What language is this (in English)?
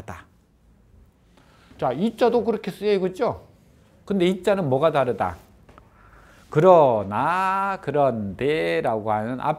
Korean